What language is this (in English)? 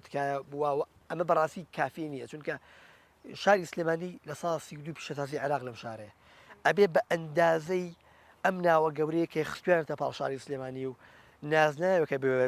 Central Kurdish